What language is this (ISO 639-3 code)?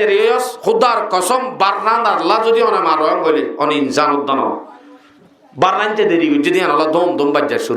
rhg